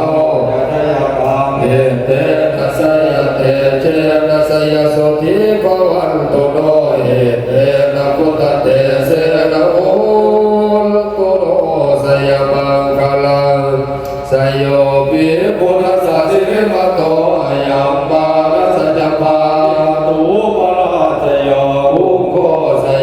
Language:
Pali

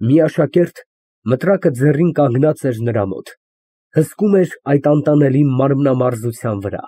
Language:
Armenian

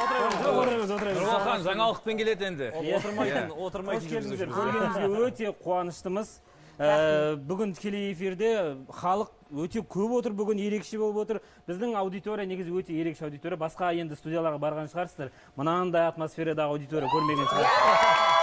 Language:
Kazakh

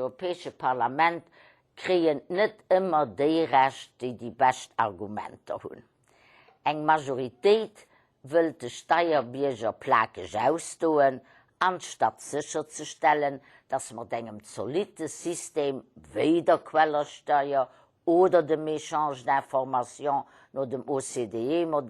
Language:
Luxembourgish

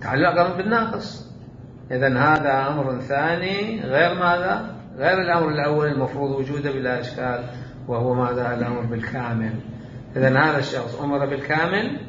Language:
Mesopotamian Arabic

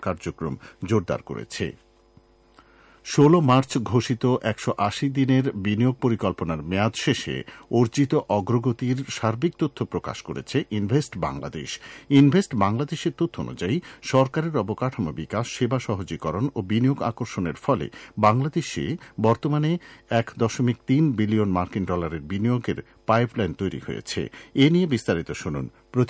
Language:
Bangla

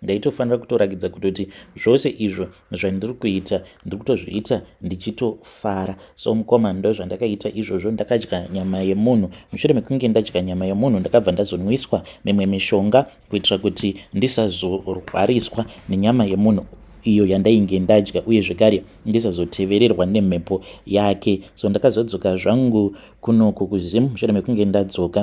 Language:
Shona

